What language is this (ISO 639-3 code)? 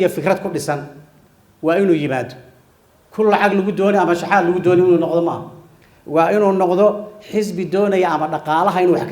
som